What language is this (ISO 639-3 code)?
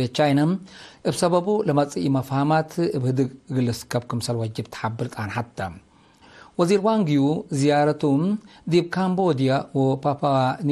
tig